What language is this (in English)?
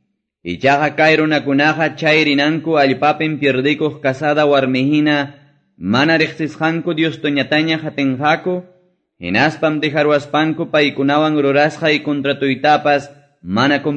Quechua